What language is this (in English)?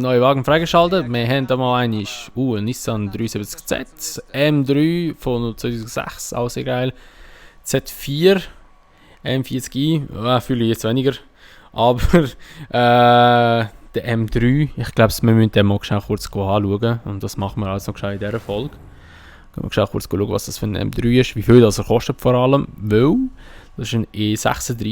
Swiss German